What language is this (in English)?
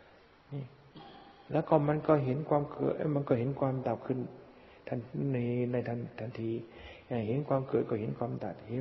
Thai